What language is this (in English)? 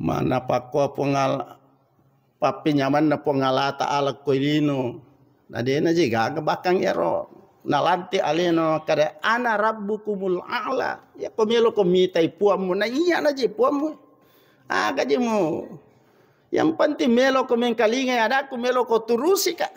Buginese